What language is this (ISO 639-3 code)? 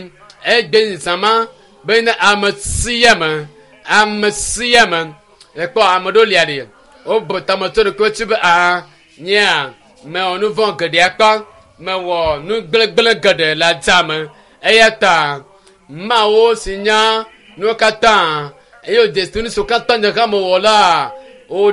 ewe